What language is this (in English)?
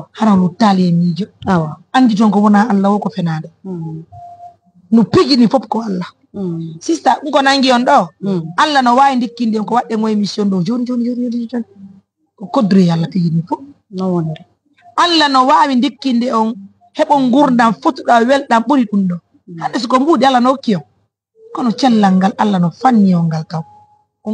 Fula